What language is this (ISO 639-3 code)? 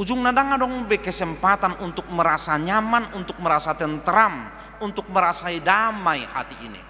bbc